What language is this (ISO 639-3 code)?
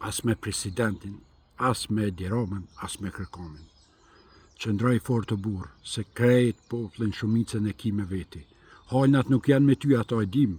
sqi